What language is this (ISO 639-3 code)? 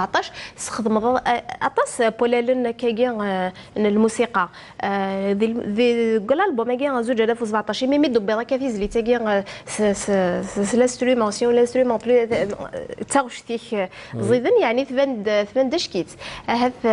kab